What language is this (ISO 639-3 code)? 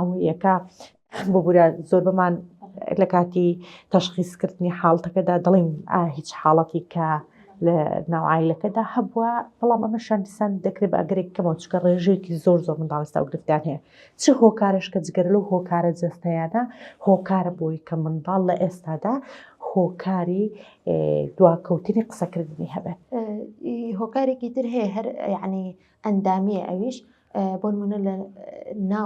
ckb